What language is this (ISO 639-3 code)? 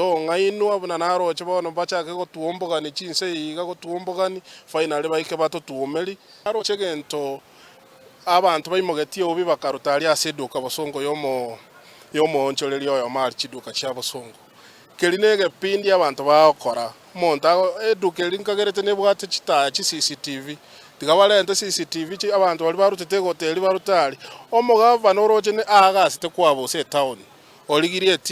guz